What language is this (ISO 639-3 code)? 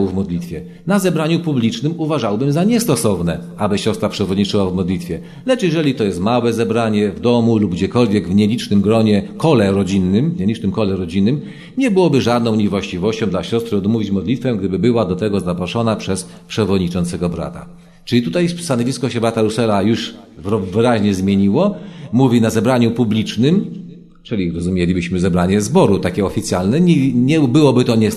pol